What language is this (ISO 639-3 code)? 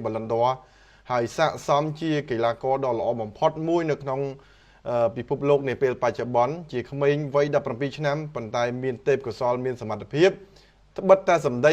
khm